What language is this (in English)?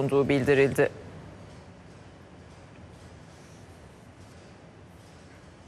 Turkish